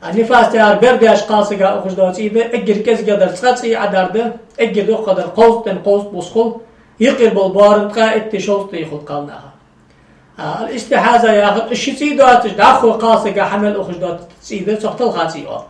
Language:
Ingush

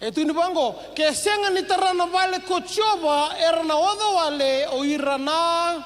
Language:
Fijian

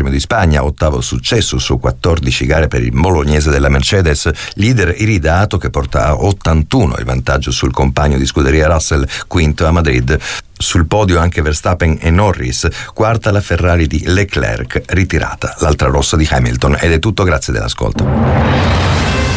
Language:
Italian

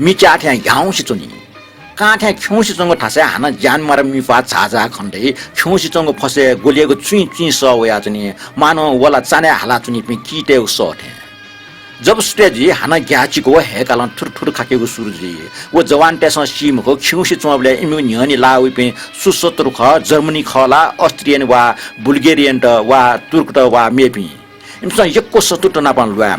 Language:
Newari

